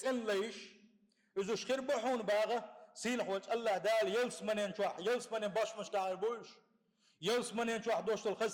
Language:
Chechen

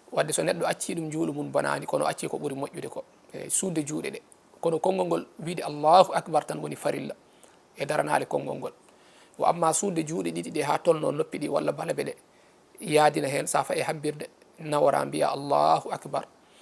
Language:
Fula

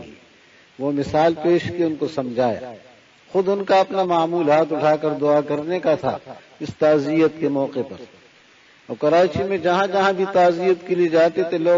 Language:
Urdu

